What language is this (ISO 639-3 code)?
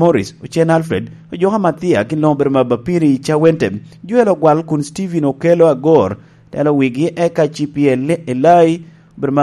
laj